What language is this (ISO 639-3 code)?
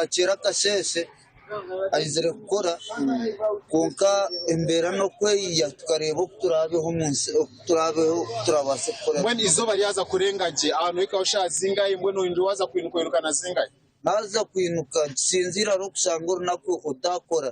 nyn